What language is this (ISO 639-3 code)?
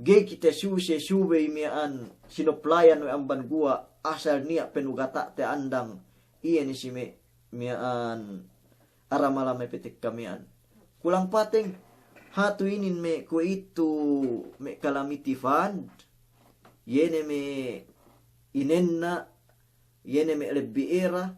yka